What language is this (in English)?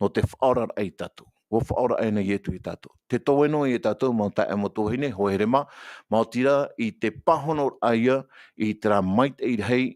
Tahitian